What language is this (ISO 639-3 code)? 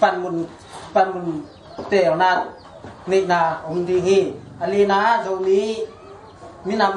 ctd